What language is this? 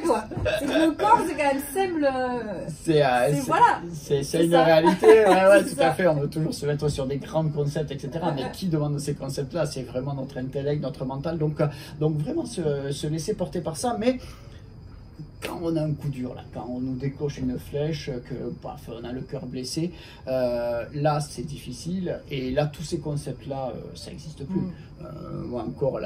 French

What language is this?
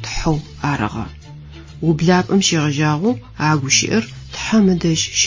Adyghe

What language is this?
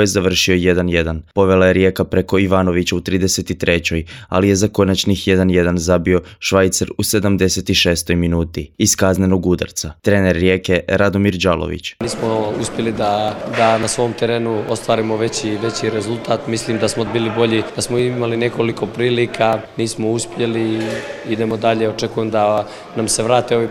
Croatian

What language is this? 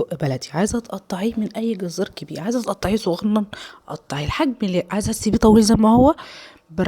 Egyptian Arabic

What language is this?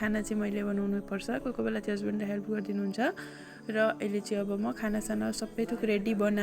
Nepali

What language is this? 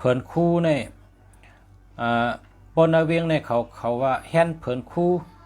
Shan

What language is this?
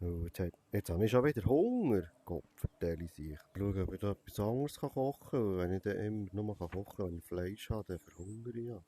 Swiss German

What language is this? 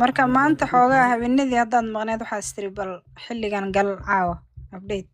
Somali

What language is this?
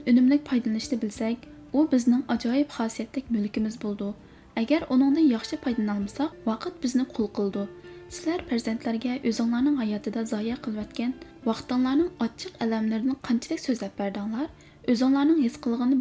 Uyghur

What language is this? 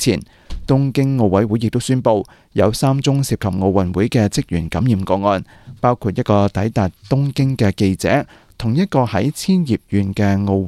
Cantonese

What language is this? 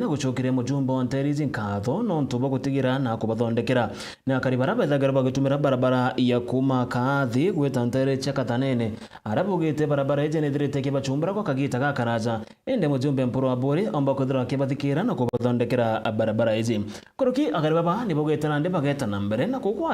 Meru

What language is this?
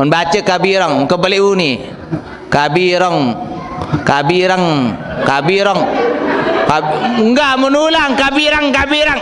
Sasak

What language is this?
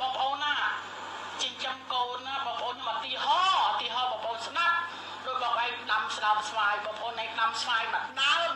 Khmer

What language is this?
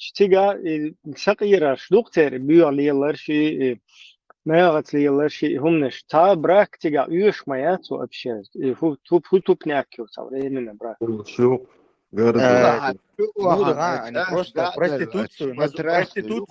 Chechen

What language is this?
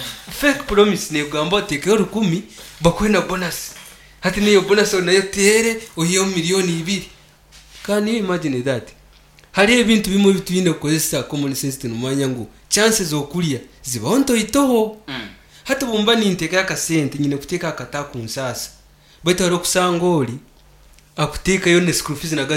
Nyankole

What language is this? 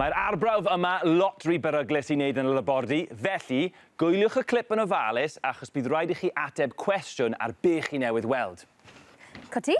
Welsh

